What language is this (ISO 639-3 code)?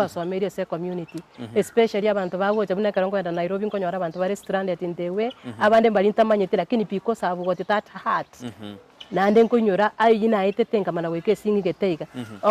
guz